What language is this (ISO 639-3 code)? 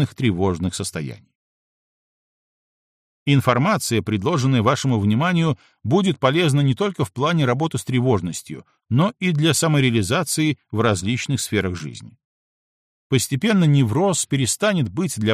rus